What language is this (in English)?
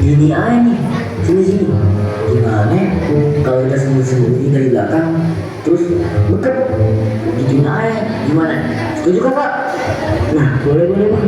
Betawi